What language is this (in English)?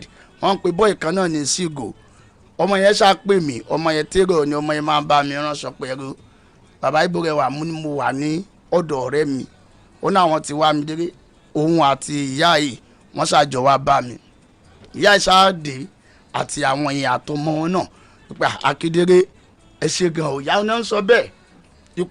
Yoruba